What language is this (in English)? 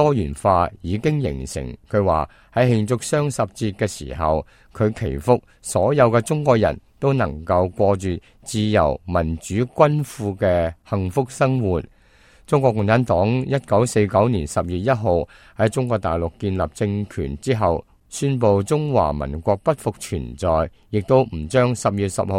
Cantonese